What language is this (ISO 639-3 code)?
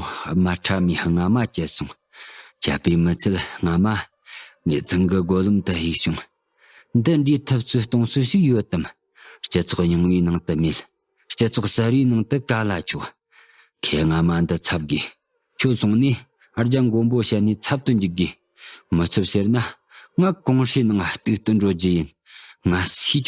bod